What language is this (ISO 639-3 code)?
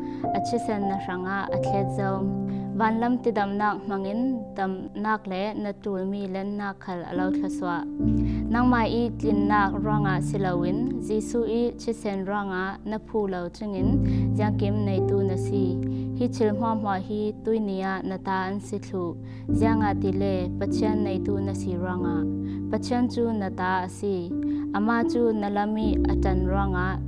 cfm